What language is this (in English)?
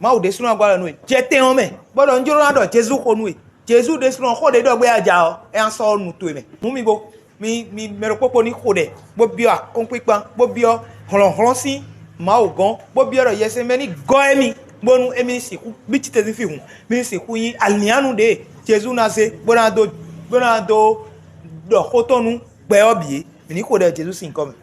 Fon